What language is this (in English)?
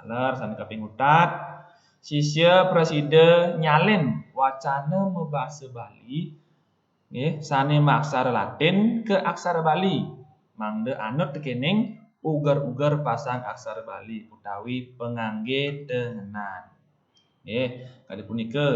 Balinese